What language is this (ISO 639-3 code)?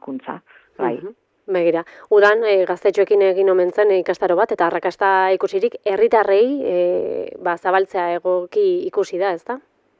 eus